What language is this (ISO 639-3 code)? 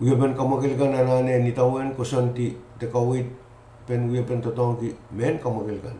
pon